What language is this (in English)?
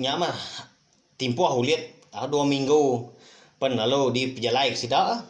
Iban